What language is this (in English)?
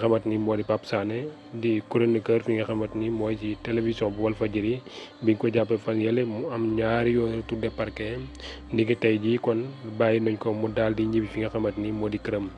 Wolof